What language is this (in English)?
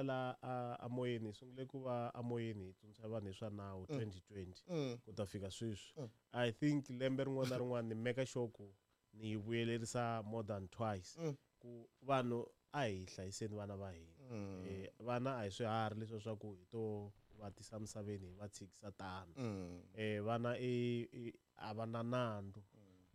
Tsonga